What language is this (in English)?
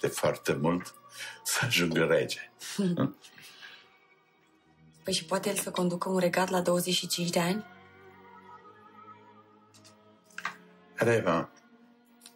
Romanian